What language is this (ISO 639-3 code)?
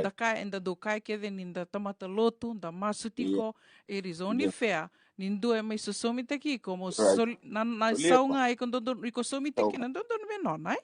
fij